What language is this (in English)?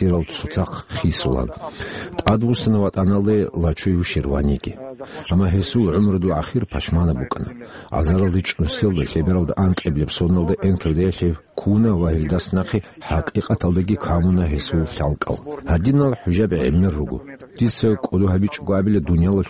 Avaric